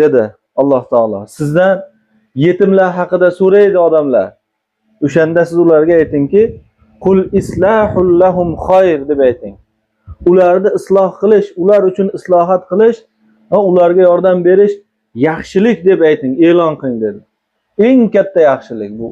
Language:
Uzbek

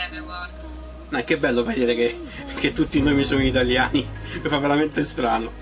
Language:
Italian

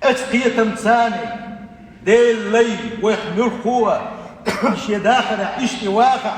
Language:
Chechen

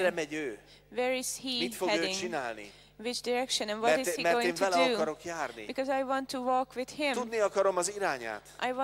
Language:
Hungarian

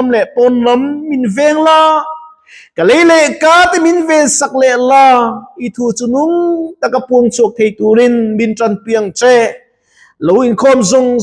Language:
Mizo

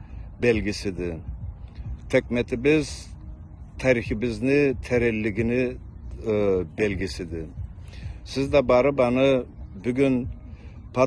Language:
Karachay-Balkar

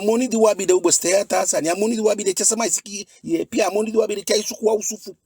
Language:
Eastern Maroon Creole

